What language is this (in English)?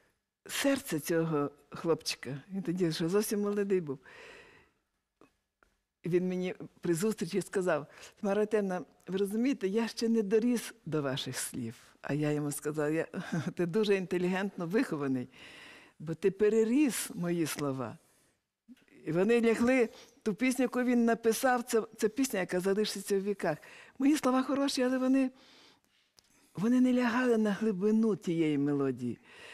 Ukrainian